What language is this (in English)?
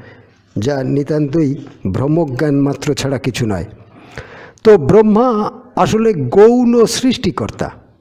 Bangla